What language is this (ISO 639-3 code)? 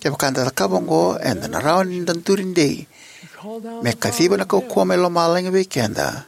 fij